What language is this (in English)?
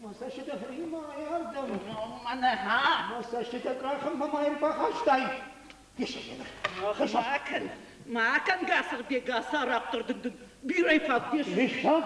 Ossetic